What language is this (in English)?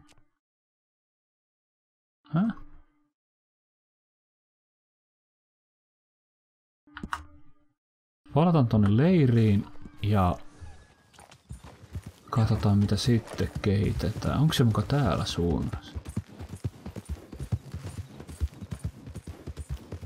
Finnish